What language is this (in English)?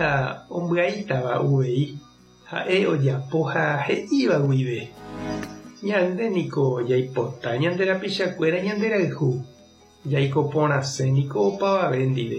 Guarani